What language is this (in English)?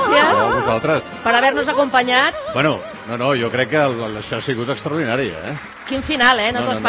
Catalan